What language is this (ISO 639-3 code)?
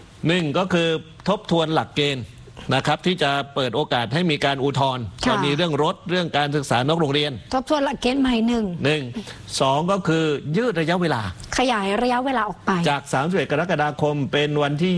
tha